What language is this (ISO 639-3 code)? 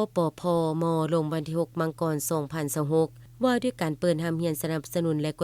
lao